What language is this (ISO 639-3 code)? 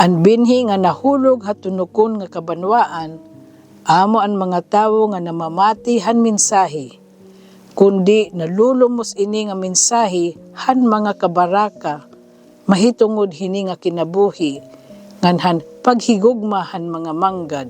war